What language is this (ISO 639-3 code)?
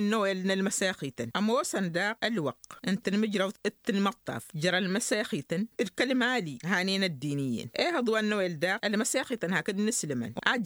taq